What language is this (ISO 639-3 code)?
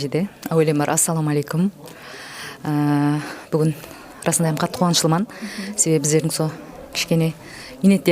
kaa